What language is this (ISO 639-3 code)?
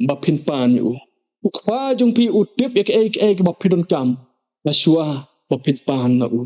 kha